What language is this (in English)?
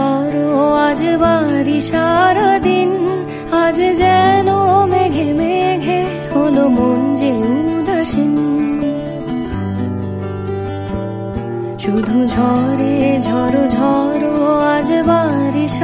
Bangla